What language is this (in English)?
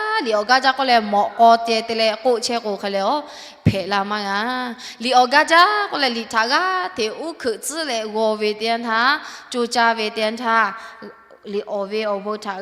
Lahu